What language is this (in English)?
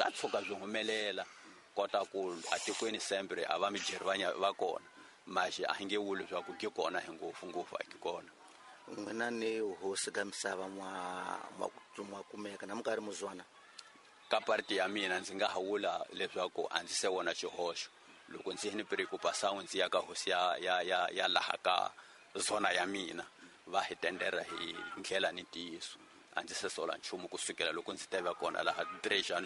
Tsonga